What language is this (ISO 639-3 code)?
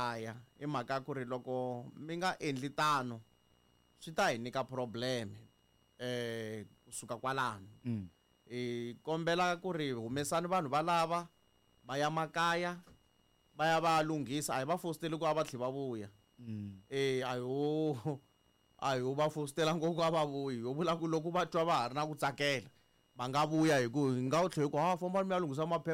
tso